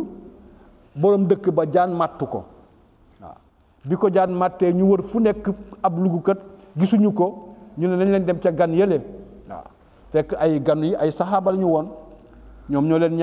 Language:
Wolof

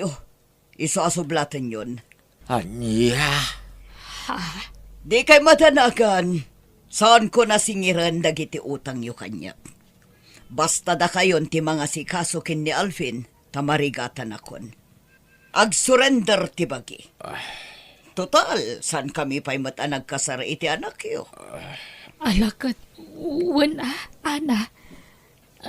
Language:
Iloko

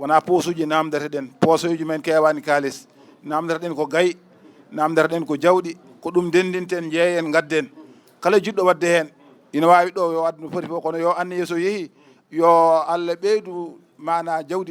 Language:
Fula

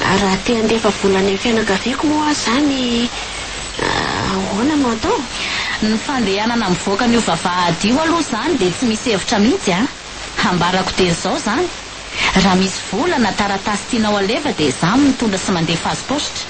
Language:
Malagasy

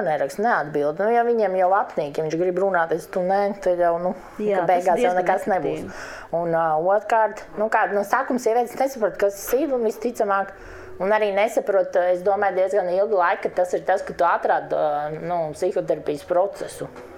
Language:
Latvian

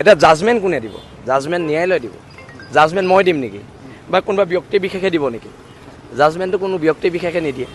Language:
Assamese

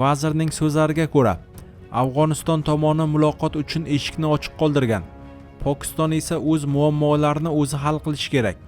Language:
Uzbek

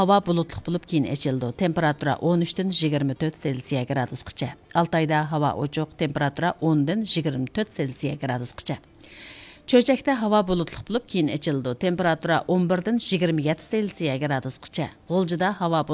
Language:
Uyghur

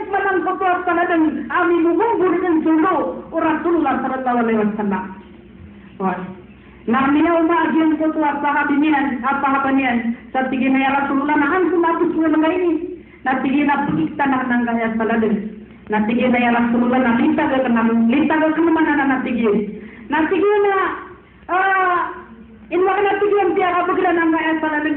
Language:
Maranao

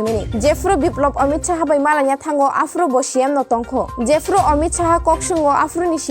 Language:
Kok Borok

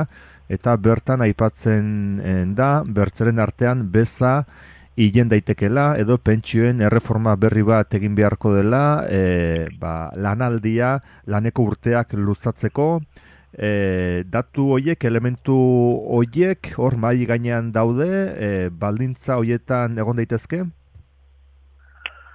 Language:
Basque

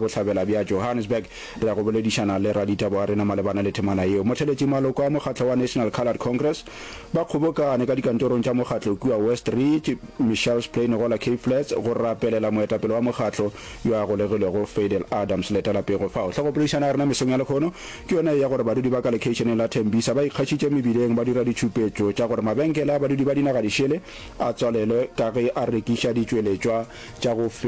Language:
Northern Sotho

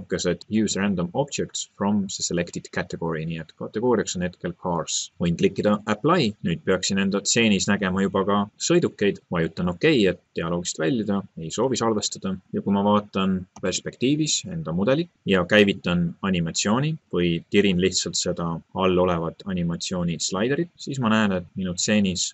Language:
Estonian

